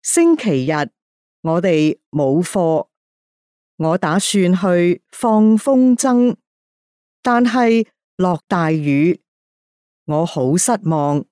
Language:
Cantonese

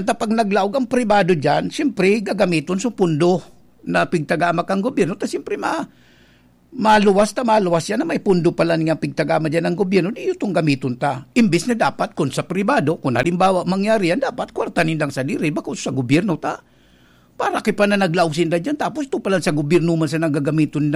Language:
Bikol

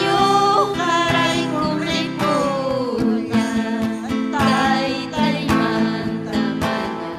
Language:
Ayacucho Quechua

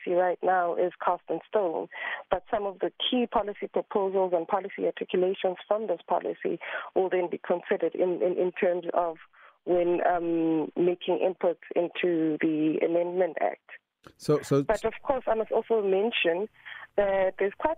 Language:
English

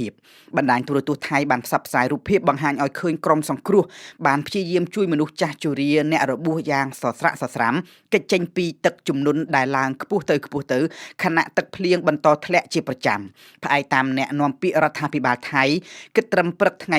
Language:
Khmer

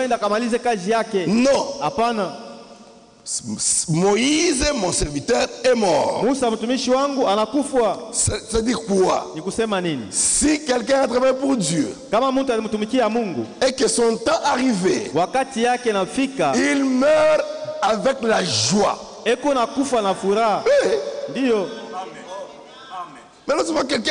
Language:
Swahili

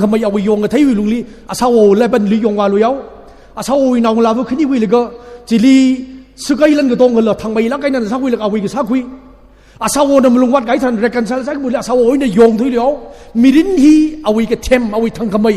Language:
Tangkhul Naga (India)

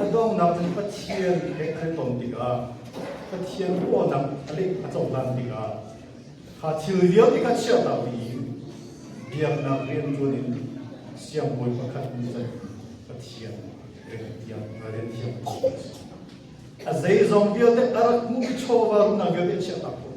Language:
Hakha Chin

